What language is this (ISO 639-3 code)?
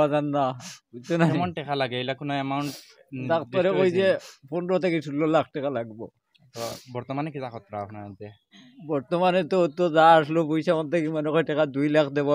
syl